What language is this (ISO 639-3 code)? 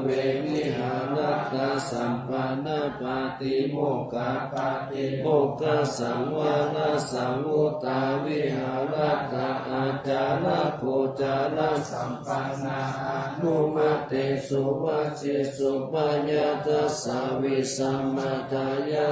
pli